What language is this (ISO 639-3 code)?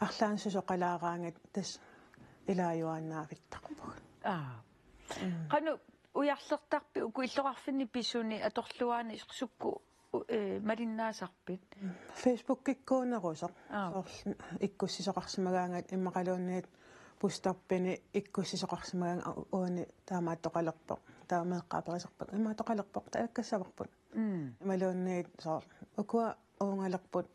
kal